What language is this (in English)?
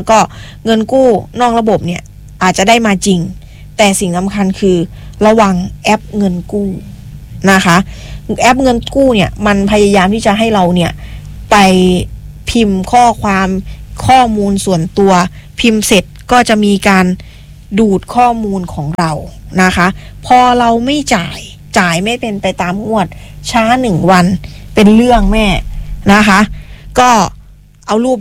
Thai